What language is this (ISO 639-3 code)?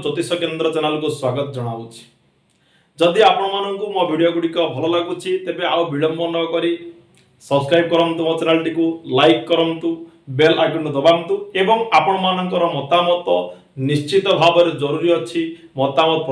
ori